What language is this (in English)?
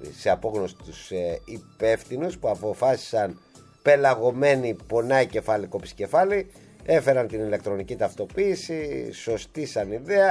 Greek